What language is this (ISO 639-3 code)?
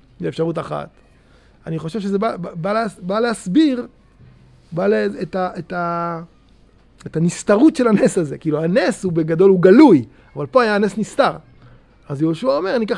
heb